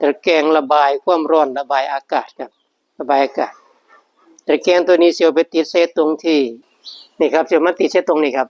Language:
Northeastern Thai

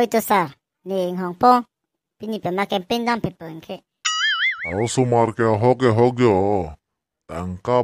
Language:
Karbi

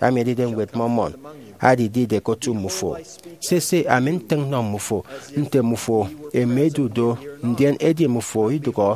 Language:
Efik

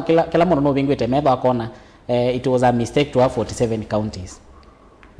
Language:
Kamba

